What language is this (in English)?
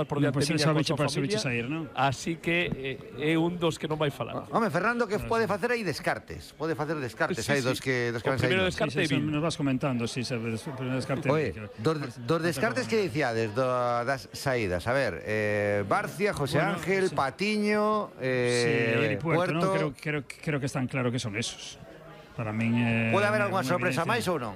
Galician